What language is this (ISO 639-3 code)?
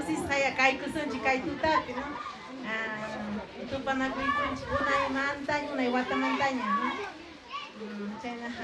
quy